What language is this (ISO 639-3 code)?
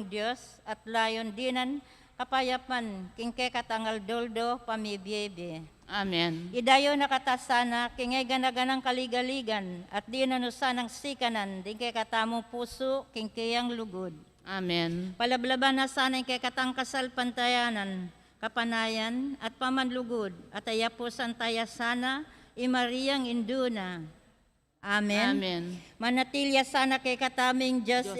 pam